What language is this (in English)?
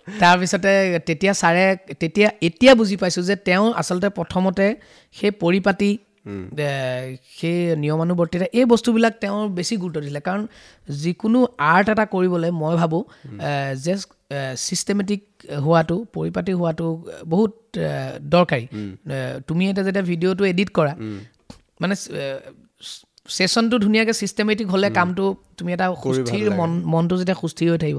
Assamese